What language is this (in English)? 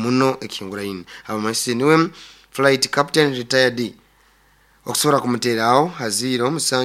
Nyoro